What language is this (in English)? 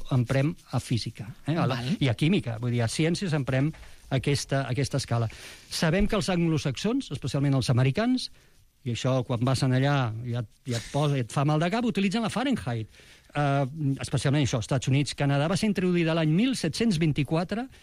Catalan